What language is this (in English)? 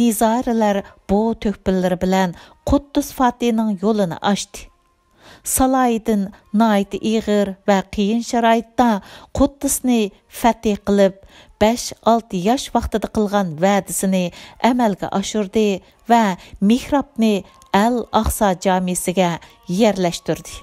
Uyghur